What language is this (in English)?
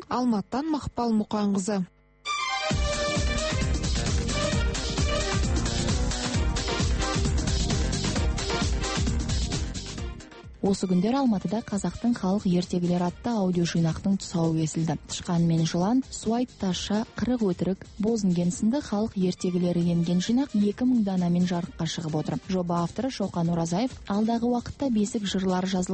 Kazakh